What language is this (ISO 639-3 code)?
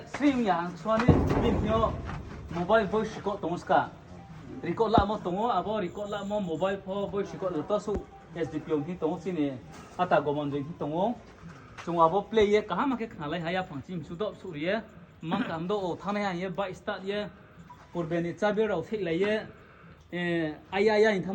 ria